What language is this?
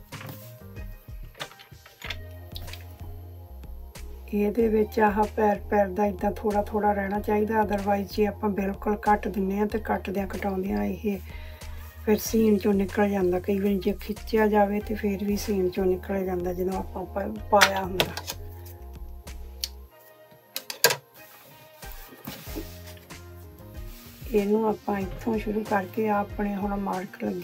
Punjabi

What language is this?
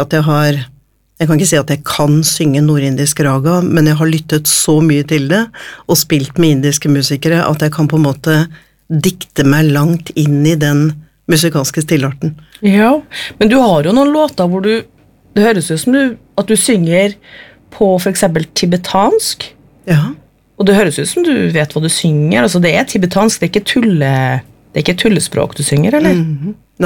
Norwegian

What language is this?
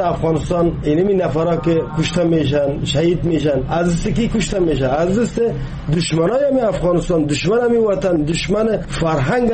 Persian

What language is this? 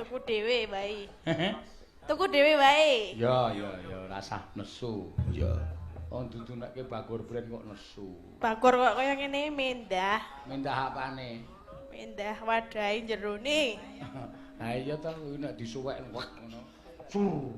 Javanese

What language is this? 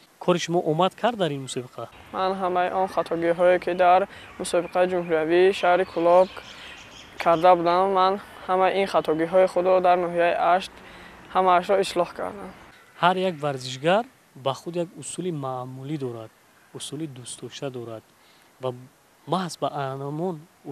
Tajik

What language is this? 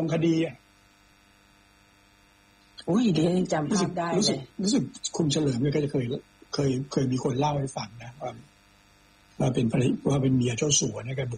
Thai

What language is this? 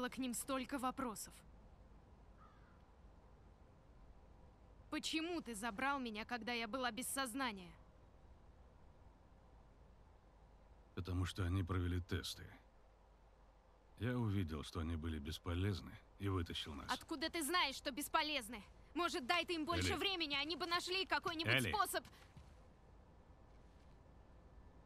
Russian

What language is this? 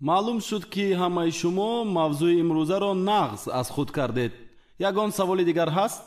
Tajik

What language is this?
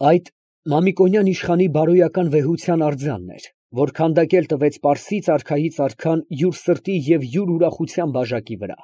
Armenian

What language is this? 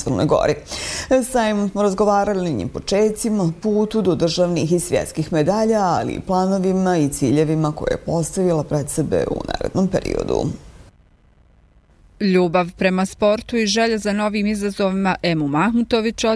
Bosnian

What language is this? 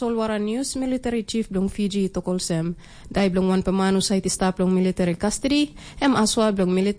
Tok Pisin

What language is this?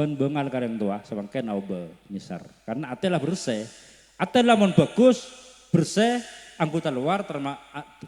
Madurese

